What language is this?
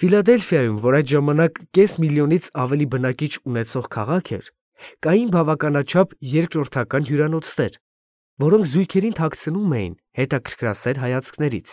Armenian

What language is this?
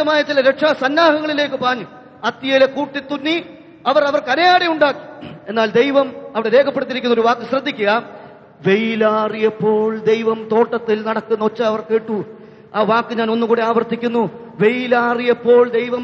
Malayalam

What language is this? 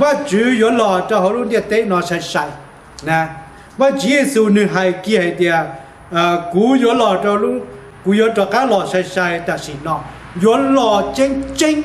Hmong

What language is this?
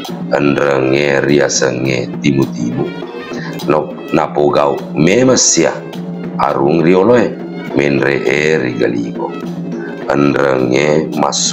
Buginese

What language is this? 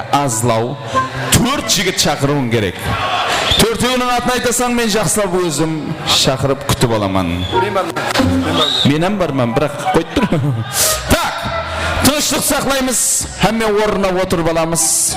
Kara-Kalpak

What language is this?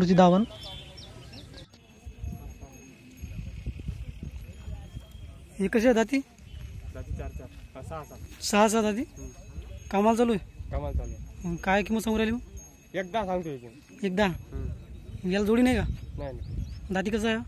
Marathi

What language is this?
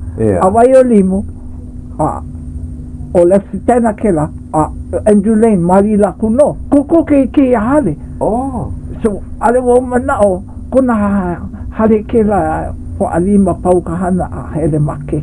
Hawaiian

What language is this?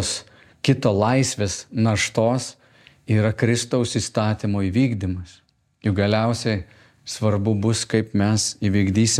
Lithuanian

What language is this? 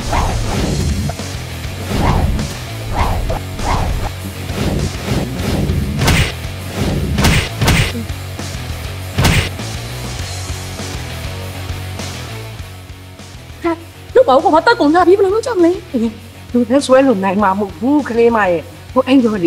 Burmese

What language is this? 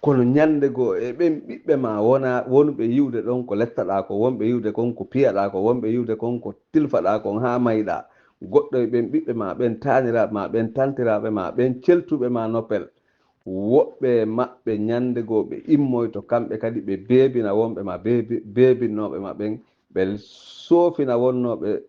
Fula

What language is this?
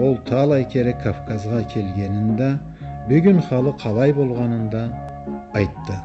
Karachay-Balkar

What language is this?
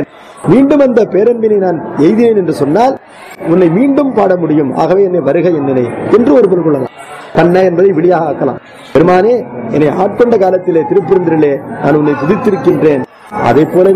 Tamil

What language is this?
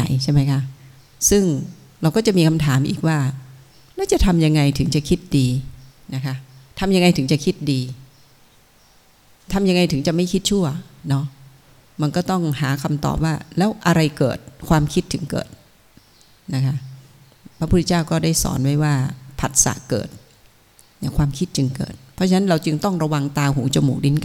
Thai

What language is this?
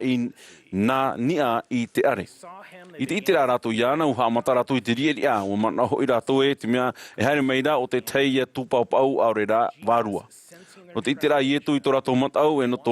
Tahitian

